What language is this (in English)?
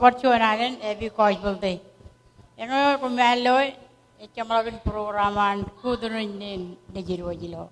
Marshallese